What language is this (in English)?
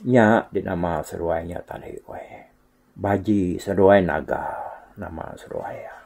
Iban